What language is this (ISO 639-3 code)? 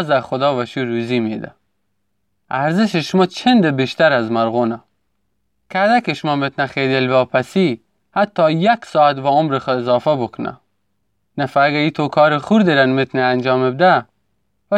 glk